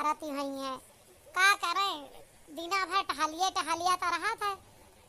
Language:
Awadhi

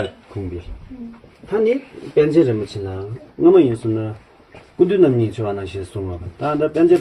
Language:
Tibetan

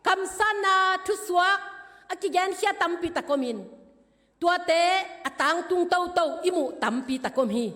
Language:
Tedim Chin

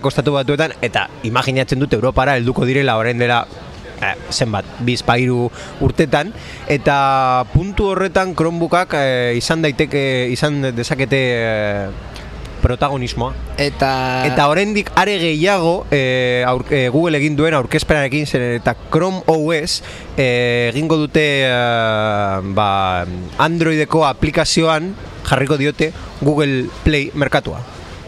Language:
Basque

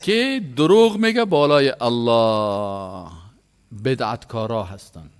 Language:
Persian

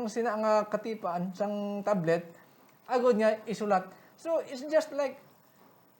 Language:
Hiligaynon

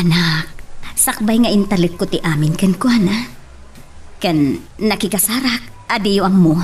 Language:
Iloko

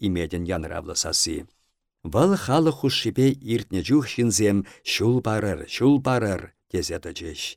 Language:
Chuvash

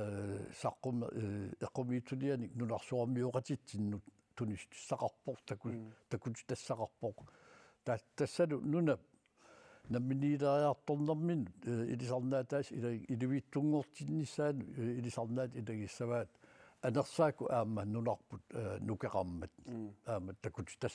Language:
Kalaallisut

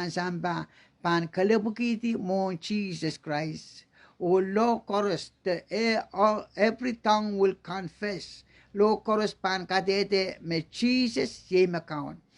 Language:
Pohnpeian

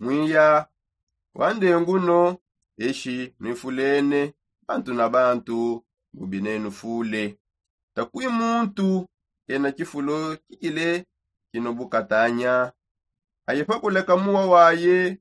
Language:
Songe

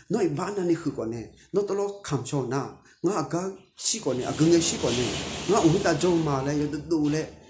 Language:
Akha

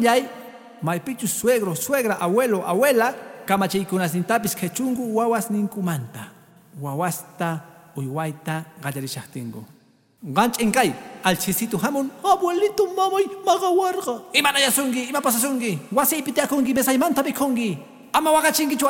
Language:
Quechua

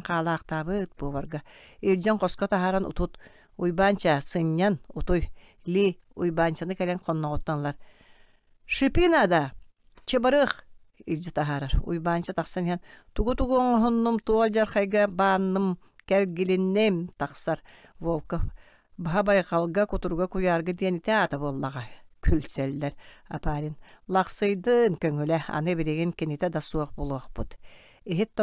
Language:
Yakut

